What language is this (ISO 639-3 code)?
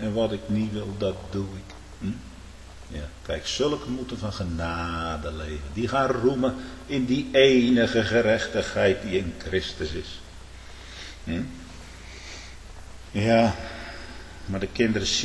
nld